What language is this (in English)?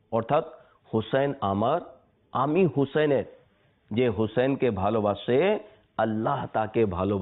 Bangla